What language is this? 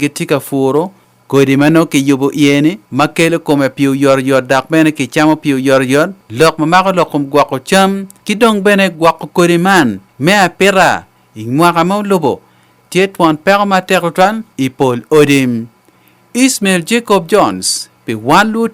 Acoli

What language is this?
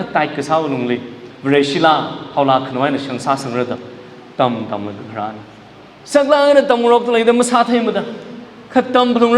Tangkhul Naga (India)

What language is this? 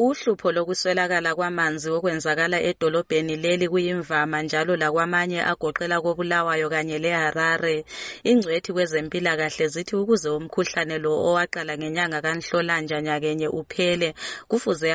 North Ndebele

